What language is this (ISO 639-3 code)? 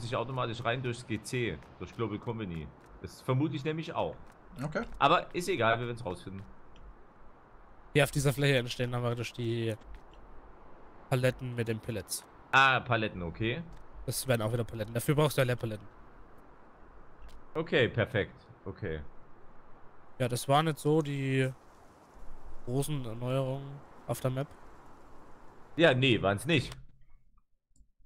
deu